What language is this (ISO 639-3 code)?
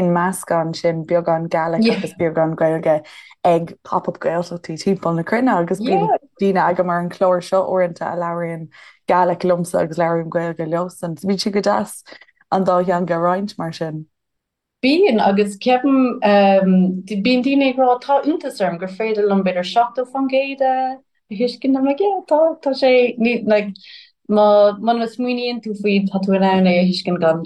gle